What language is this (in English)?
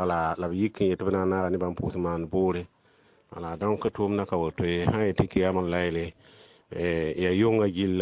Mossi